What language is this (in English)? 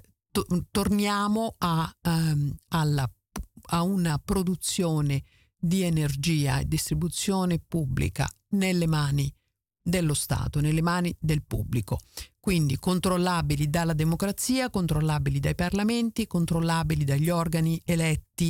Italian